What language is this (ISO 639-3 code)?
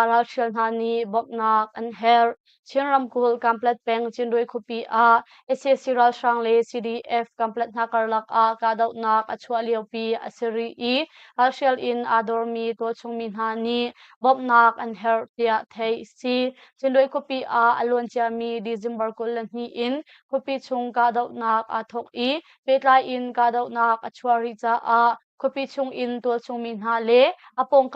cnh